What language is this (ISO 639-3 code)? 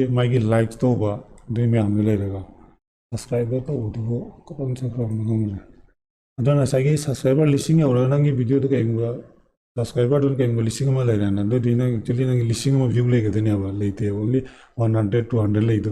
mni